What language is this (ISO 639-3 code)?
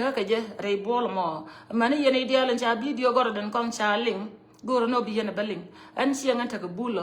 nus